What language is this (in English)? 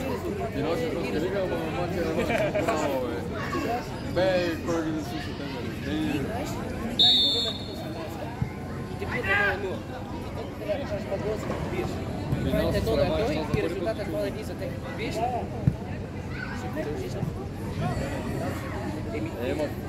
Bulgarian